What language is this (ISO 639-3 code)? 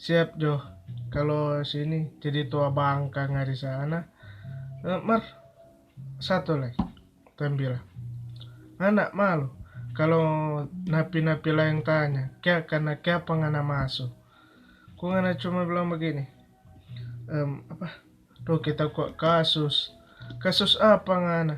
xmm